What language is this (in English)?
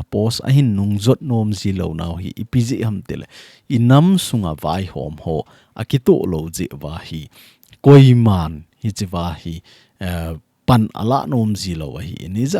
Thado Chin